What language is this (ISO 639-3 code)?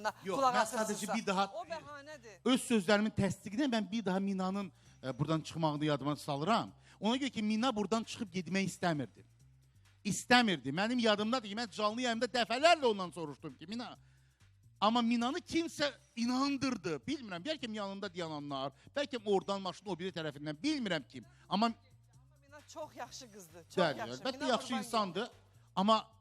aze